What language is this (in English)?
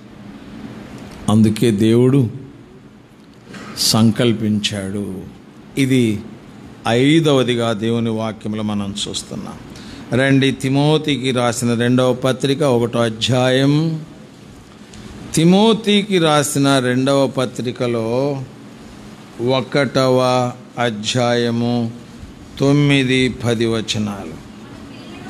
Telugu